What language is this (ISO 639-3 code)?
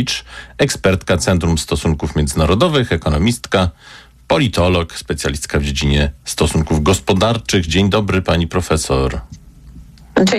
pol